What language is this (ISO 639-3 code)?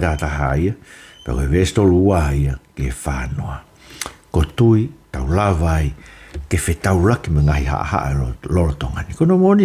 ton